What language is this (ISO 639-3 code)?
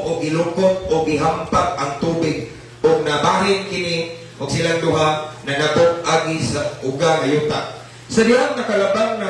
ceb